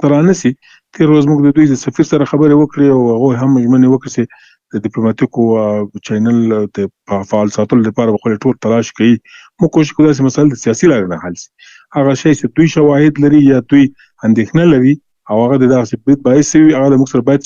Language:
Pashto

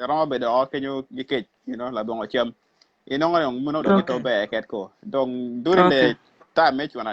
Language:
Acoli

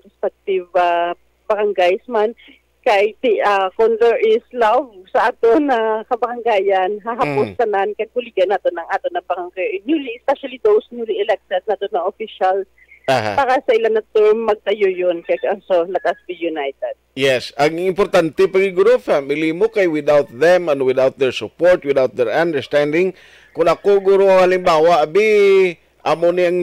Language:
Hiligaynon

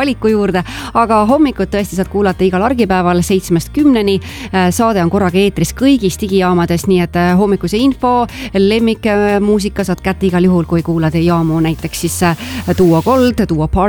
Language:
Estonian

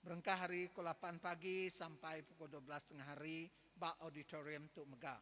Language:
Iban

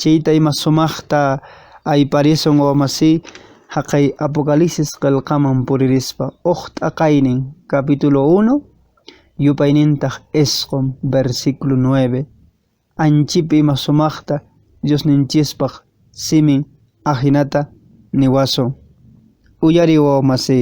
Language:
Quechua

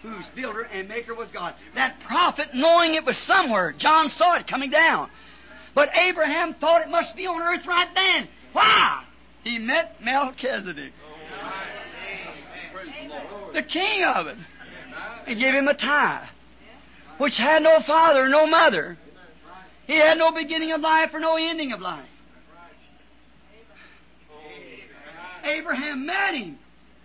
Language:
English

